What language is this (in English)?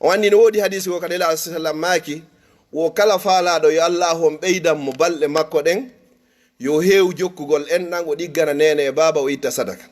Fula